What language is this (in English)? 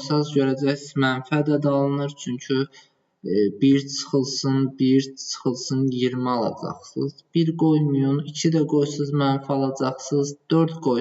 Azerbaijani